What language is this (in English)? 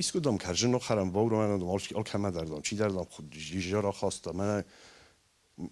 Ossetic